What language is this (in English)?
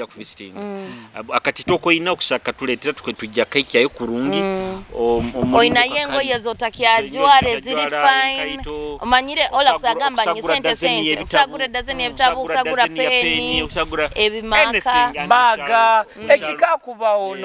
Nyoro